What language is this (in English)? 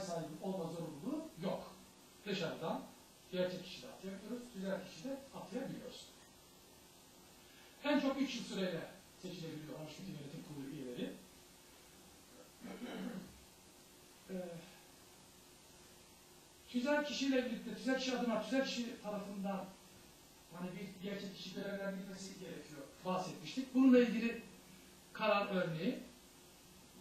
Turkish